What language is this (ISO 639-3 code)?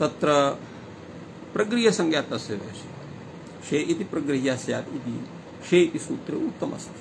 san